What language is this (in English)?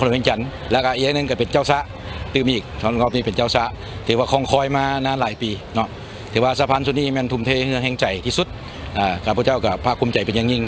Lao